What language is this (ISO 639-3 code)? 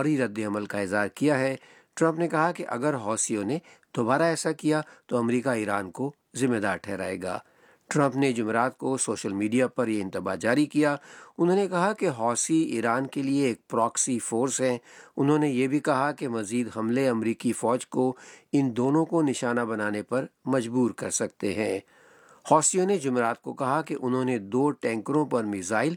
urd